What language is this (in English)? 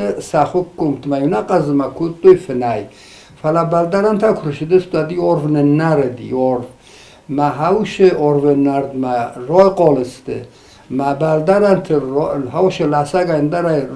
Ossetic